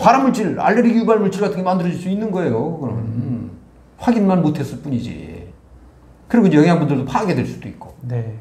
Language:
Korean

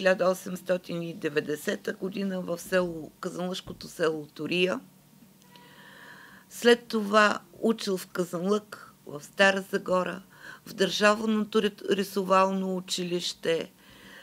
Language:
Bulgarian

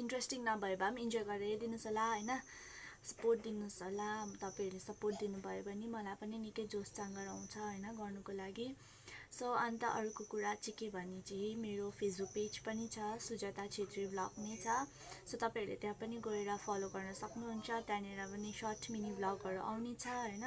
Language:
Nepali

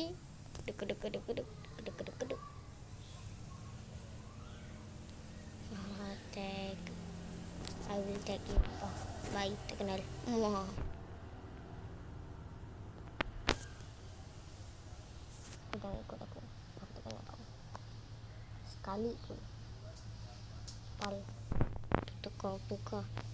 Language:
Malay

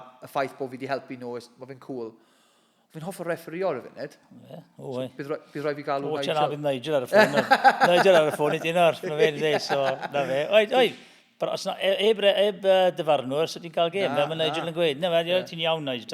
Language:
Welsh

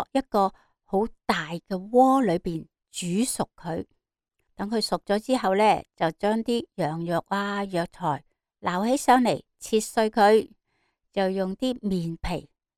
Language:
Cantonese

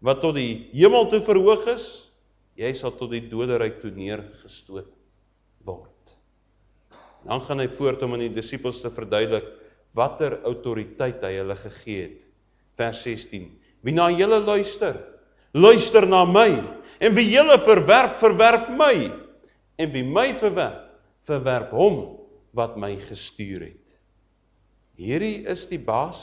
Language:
Afrikaans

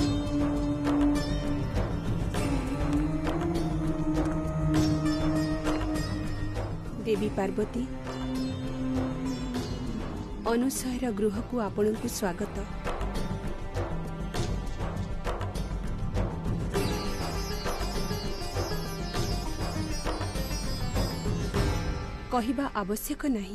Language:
Odia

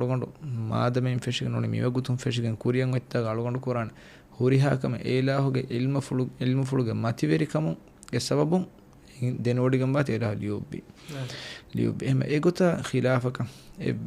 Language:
Divehi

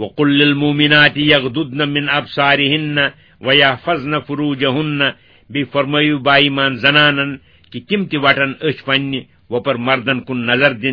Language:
Kashmiri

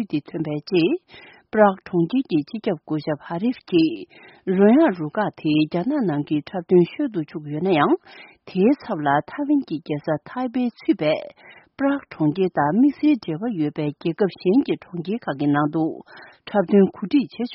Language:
Tibetan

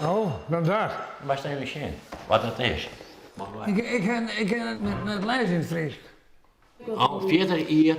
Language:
Western Frisian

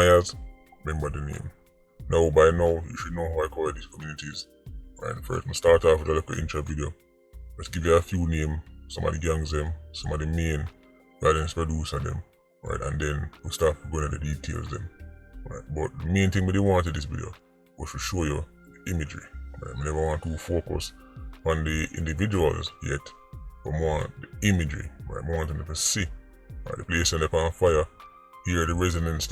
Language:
Jamaican Creole English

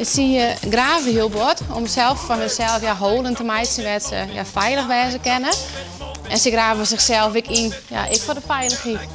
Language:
Western Frisian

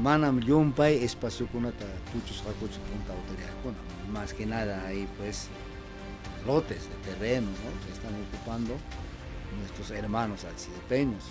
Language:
Ayacucho Quechua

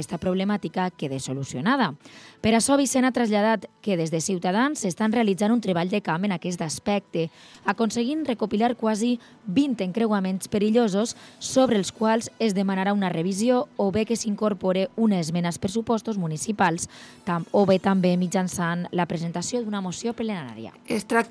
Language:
Catalan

